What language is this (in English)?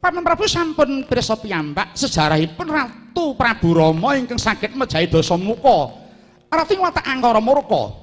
Javanese